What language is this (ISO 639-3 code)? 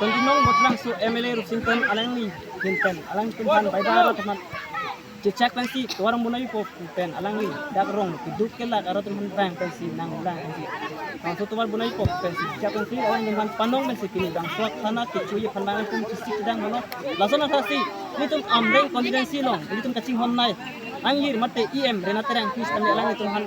mjw